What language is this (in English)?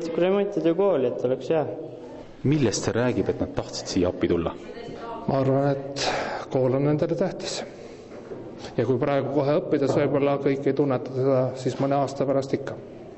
Estonian